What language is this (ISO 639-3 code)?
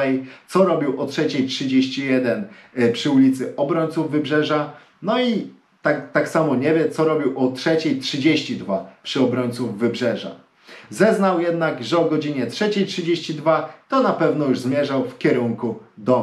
pol